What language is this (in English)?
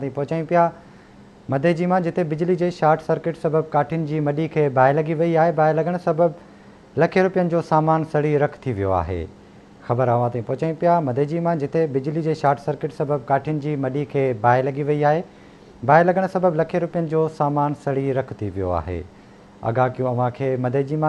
Sindhi